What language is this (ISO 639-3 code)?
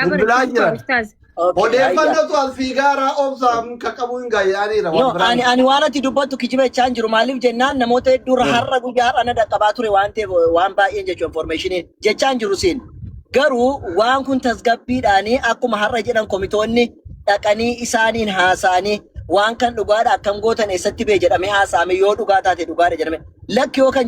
orm